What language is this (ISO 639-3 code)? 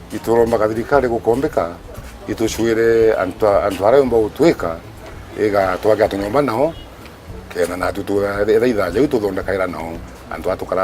mer